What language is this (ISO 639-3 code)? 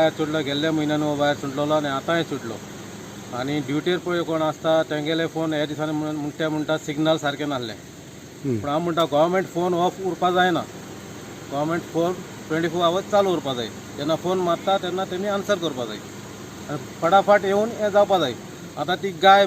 kok